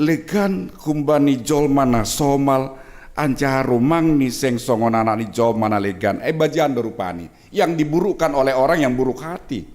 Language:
Batak Simalungun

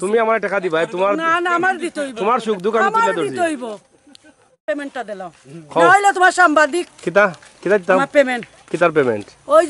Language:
Sylheti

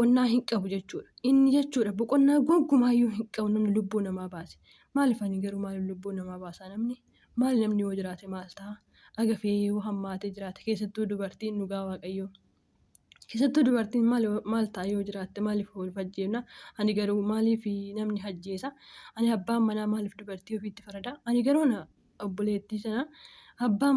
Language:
Oromo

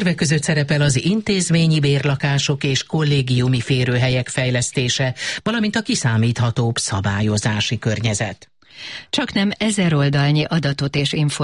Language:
Hungarian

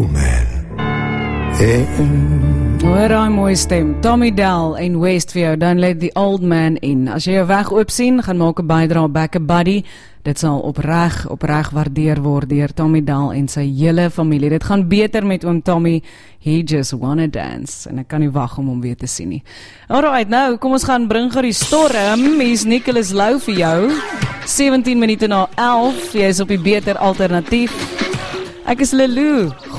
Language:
Afrikaans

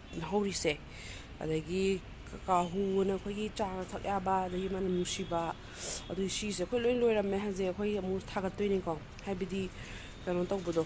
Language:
Manipuri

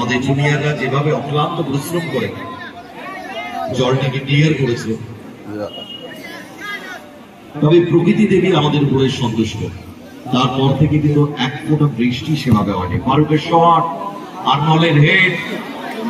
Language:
Bangla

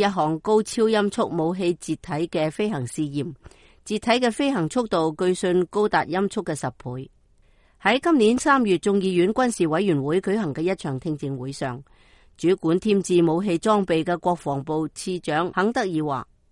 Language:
Cantonese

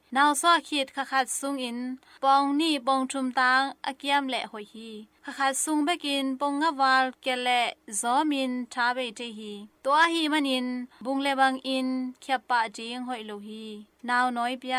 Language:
Tedim Chin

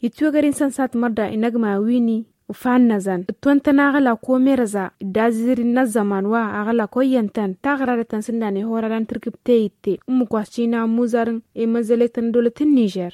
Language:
Tamasheq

